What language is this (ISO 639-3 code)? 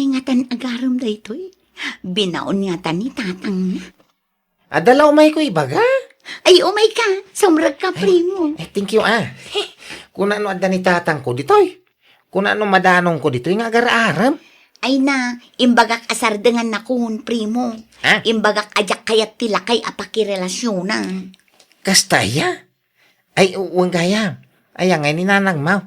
ilo